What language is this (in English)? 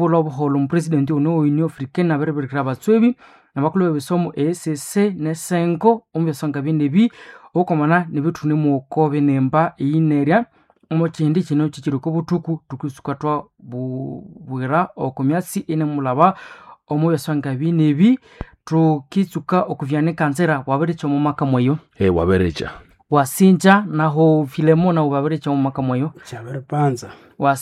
Nande